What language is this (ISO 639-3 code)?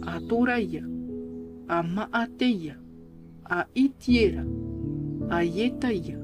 tah